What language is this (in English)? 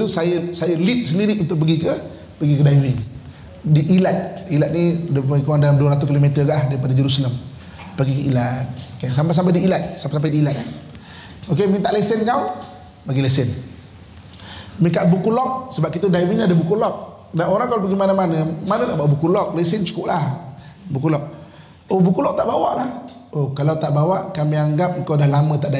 Malay